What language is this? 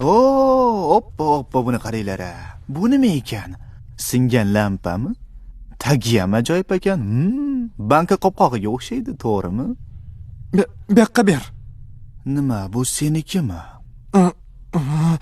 Uzbek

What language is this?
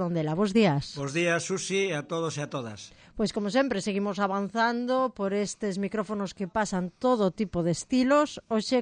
Galician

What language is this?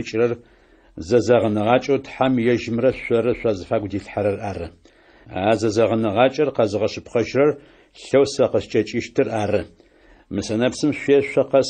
Adyghe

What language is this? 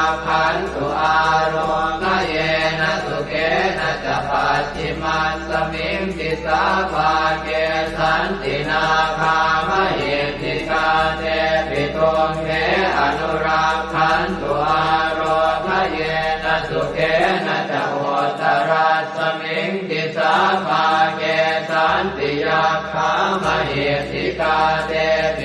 Pali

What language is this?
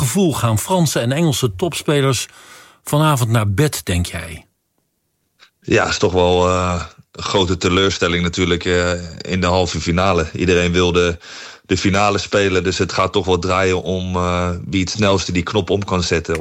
Dutch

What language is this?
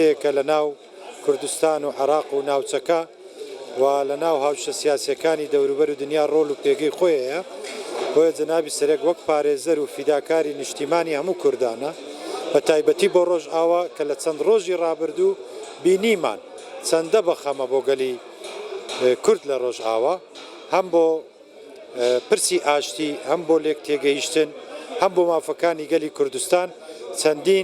Central Kurdish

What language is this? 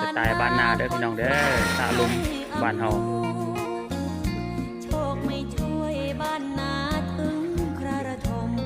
Lao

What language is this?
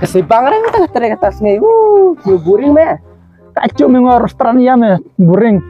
Khasi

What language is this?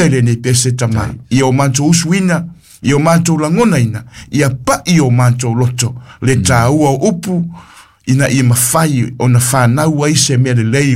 Samoan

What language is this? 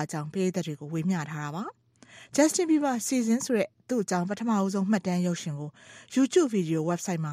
Burmese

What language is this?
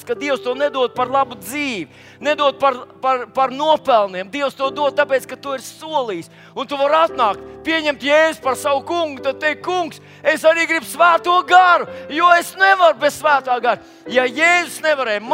Latvian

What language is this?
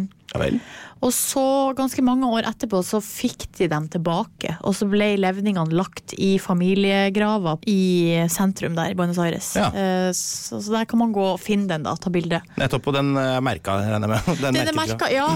Norwegian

